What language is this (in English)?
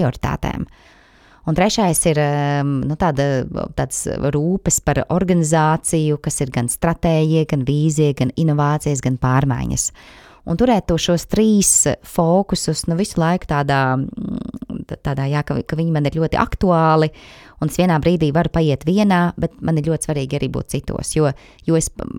Latvian